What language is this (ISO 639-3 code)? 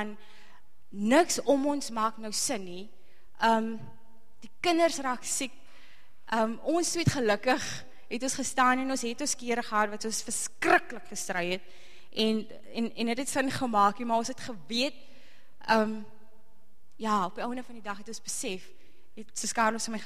afr